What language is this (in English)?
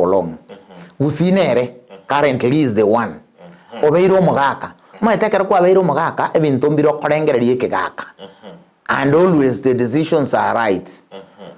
Gusii